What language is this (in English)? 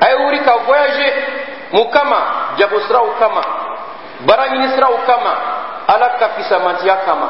Bambara